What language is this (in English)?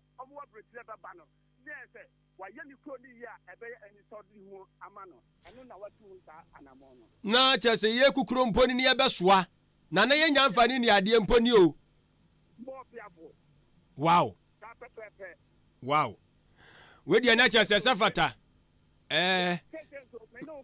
Akan